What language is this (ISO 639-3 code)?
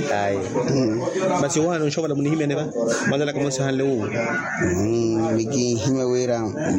vmw